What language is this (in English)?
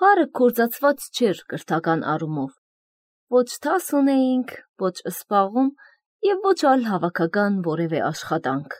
Armenian